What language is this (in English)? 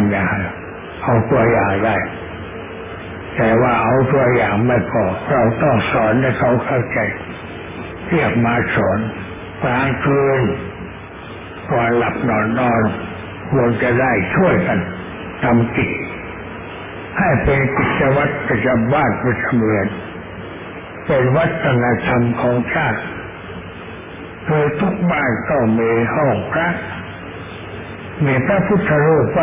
Thai